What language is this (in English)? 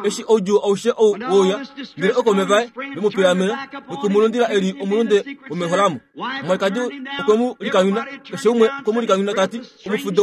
Kuanyama